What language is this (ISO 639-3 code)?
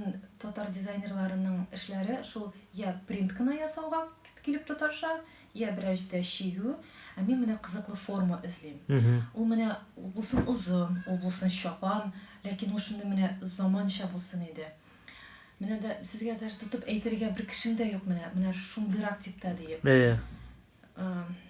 tat